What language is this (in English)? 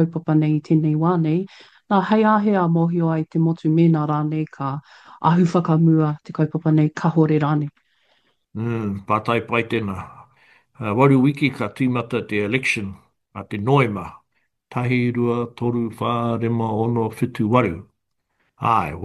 Māori